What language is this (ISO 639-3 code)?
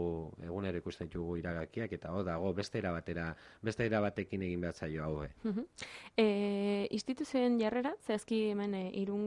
eus